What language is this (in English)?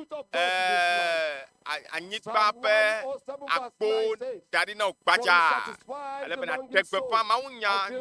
Ewe